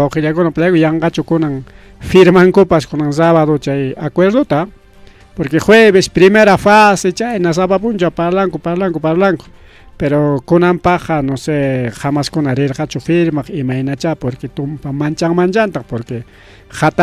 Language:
Ayacucho Quechua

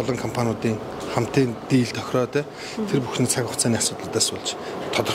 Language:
Mongolian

